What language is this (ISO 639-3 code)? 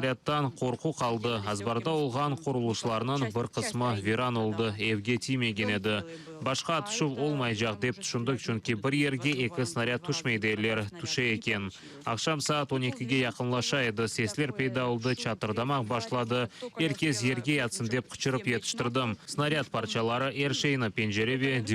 crh